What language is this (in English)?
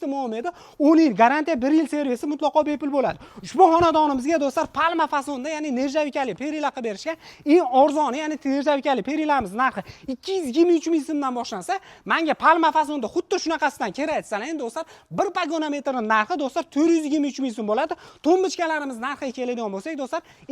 Uzbek